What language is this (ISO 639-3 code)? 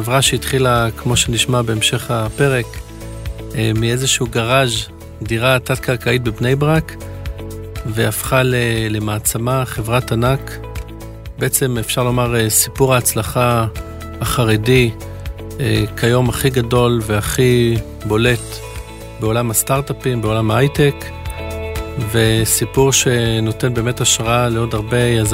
heb